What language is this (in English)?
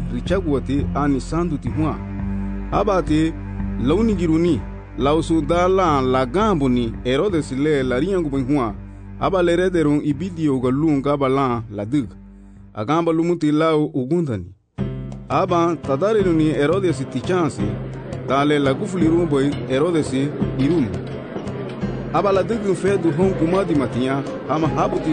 Garifuna